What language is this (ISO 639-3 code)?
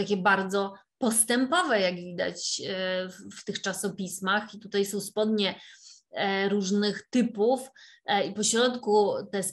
pol